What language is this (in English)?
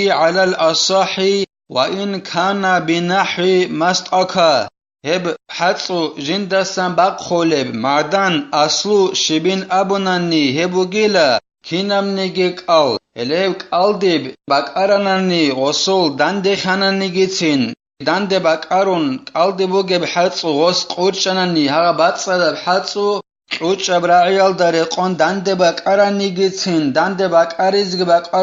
Avaric